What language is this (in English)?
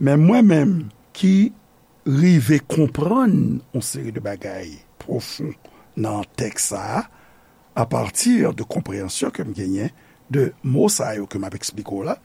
Haitian Creole